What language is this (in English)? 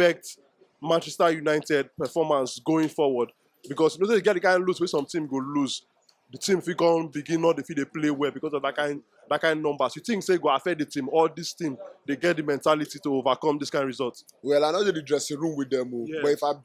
Nigerian Pidgin